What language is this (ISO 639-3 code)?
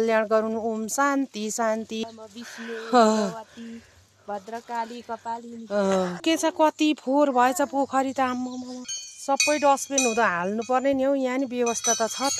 nep